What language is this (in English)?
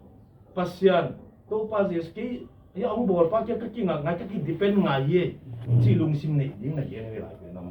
Tedim Chin